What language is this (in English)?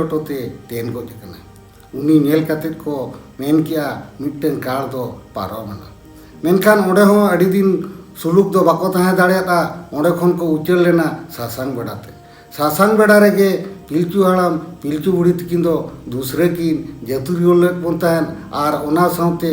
Santali